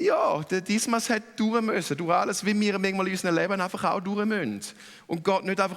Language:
Swiss German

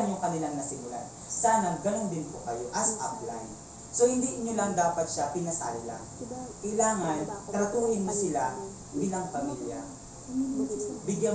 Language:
Filipino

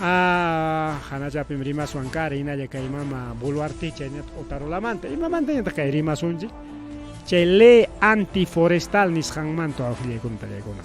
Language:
Ayacucho Quechua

